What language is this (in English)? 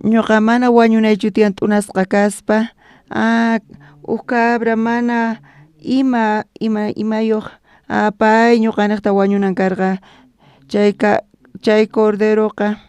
South Bolivian Quechua